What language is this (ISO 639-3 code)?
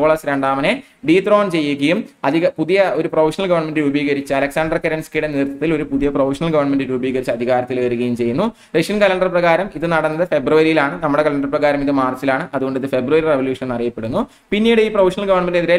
mal